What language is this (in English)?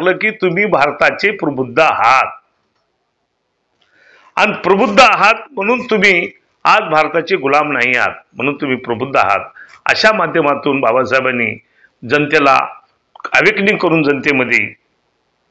Marathi